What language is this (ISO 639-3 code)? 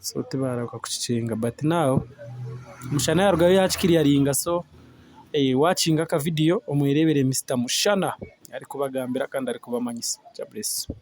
nyn